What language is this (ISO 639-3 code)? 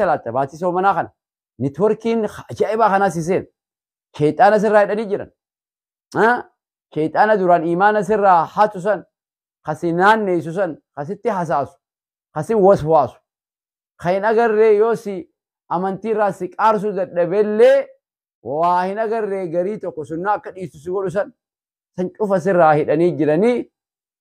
orm